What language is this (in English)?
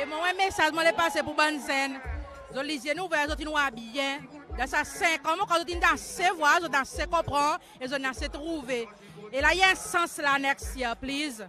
Seselwa Creole French